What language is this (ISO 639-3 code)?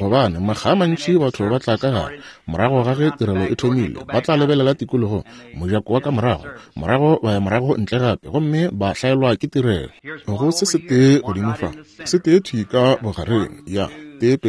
nso